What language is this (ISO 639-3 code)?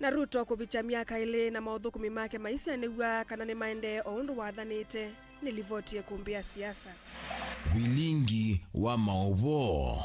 kam